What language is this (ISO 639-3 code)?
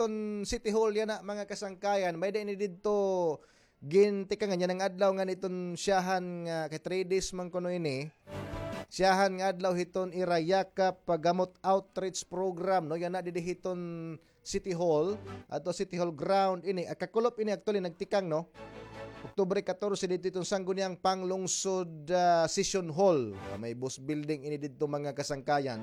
war